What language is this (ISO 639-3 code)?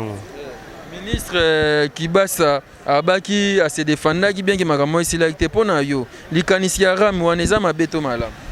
lin